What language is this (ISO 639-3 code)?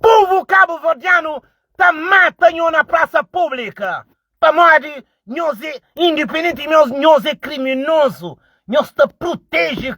kea